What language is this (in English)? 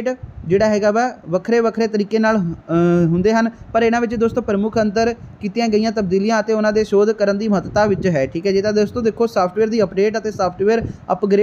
Punjabi